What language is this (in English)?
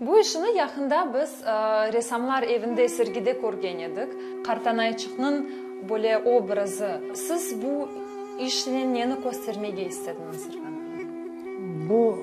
Crimean Tatar